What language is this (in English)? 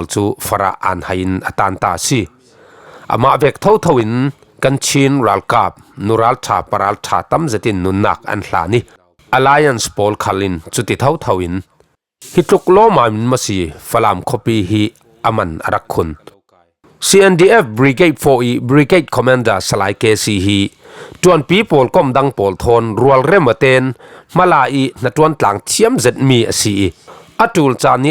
Falam Chin